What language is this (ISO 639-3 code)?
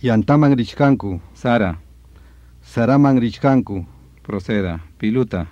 quy